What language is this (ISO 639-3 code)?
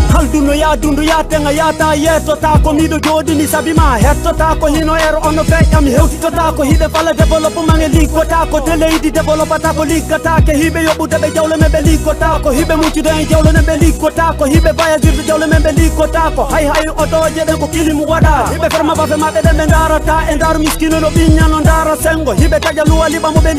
ful